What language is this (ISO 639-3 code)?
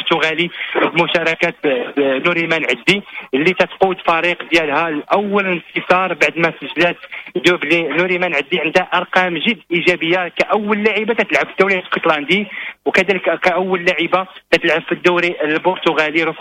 ary